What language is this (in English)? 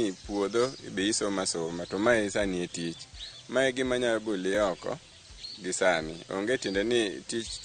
Luo (Kenya and Tanzania)